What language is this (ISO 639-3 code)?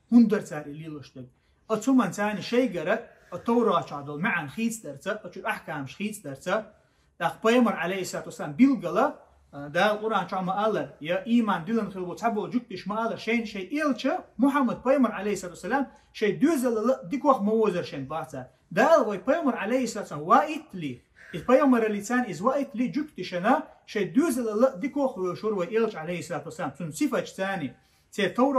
che